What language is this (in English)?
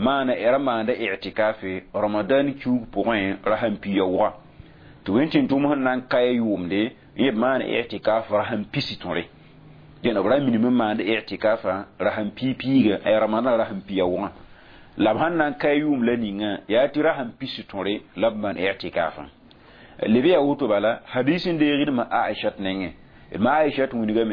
Mossi